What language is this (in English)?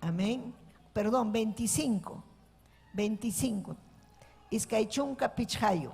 Ayacucho Quechua